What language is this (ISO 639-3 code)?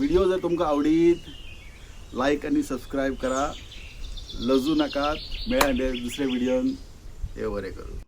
kok